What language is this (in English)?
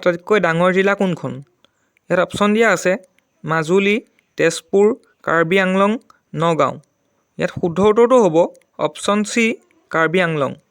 Assamese